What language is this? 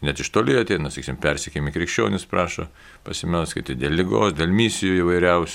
Lithuanian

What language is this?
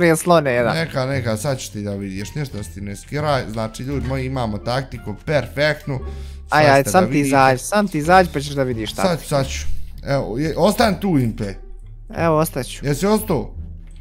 Bosnian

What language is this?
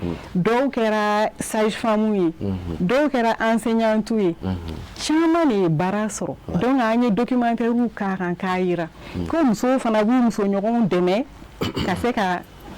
Bambara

